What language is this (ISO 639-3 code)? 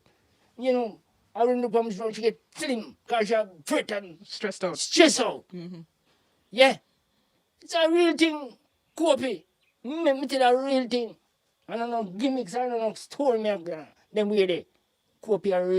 jam